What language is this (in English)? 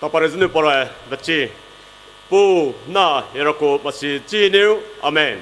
Poumei Naga